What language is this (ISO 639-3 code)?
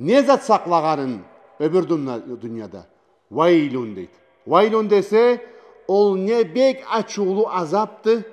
krc